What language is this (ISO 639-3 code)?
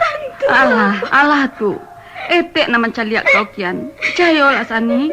min